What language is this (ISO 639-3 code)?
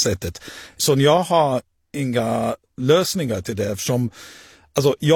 swe